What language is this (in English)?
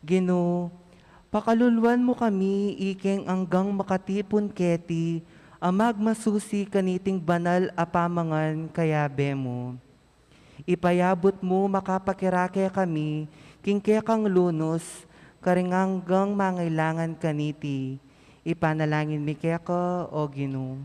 Pampanga